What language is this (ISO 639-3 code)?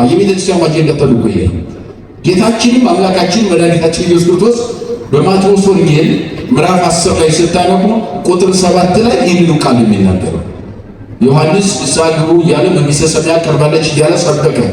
amh